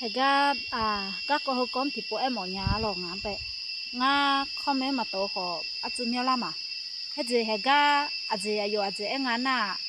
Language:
Akha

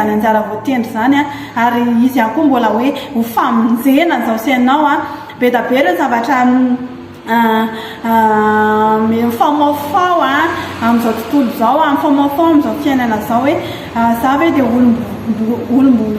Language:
Malagasy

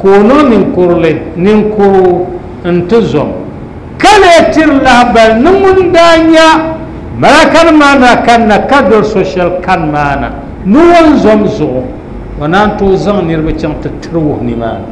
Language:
Dagbani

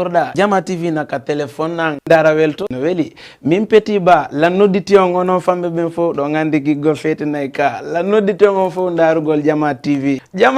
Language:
Fula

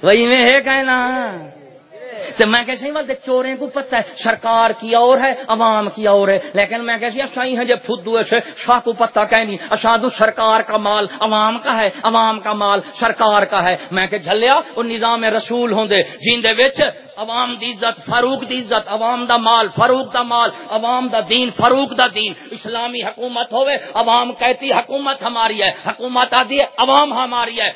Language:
Saraiki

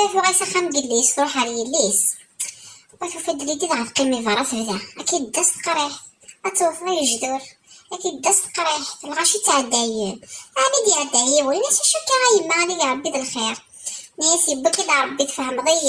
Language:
Kabyle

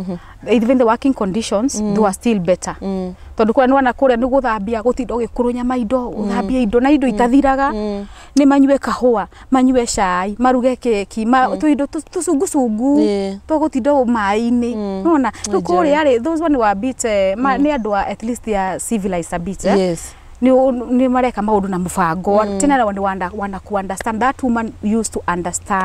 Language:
Kikuyu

